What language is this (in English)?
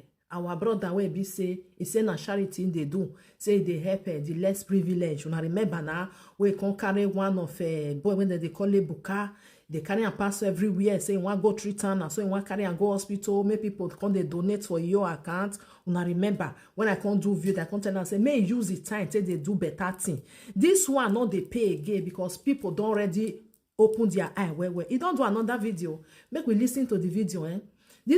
Nigerian Pidgin